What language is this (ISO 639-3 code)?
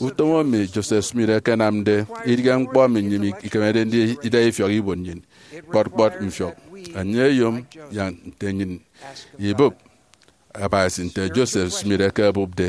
efi